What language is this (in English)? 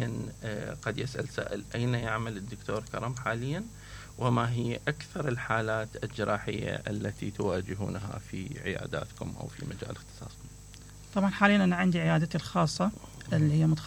Mesopotamian Arabic